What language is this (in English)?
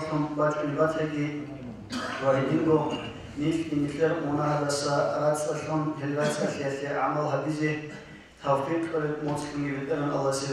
Avaric